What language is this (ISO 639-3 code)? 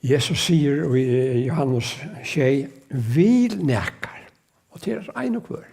fao